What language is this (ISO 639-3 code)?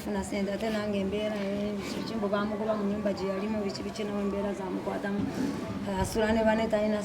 lug